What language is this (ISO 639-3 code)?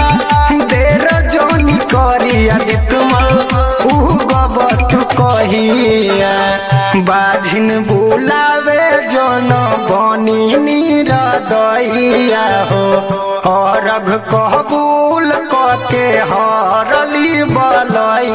bho